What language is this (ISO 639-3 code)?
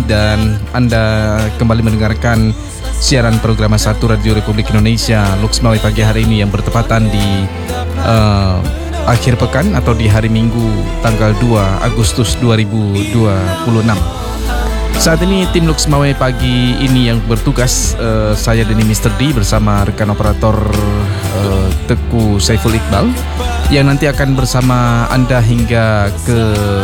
ind